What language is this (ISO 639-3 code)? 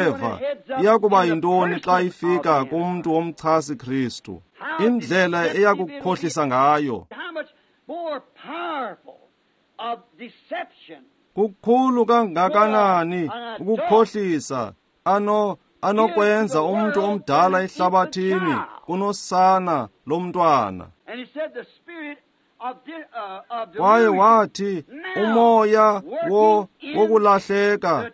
xho